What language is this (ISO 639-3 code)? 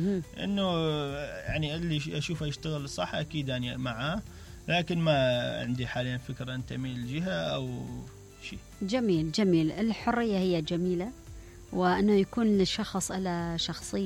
acm